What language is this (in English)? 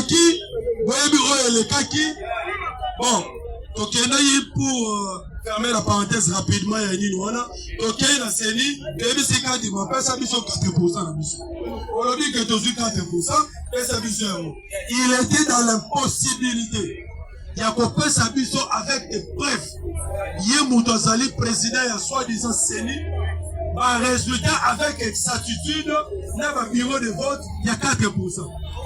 Lingala